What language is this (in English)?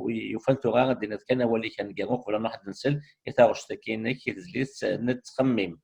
Kabyle